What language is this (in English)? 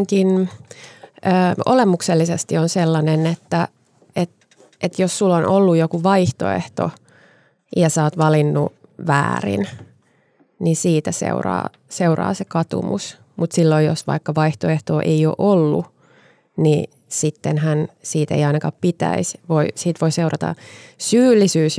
Finnish